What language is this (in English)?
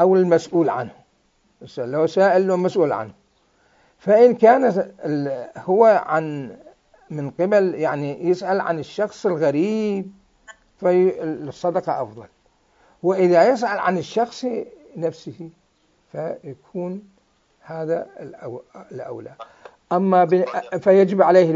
Mesopotamian Arabic